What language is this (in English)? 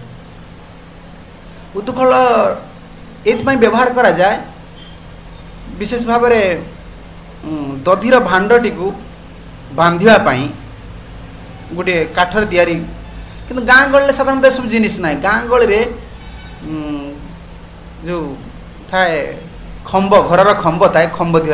Odia